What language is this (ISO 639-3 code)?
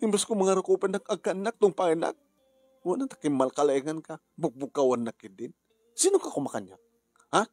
ilo